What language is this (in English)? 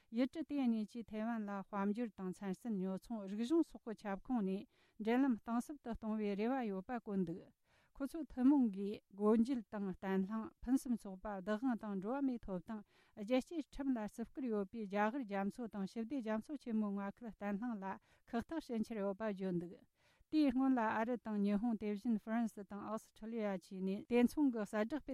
Tibetan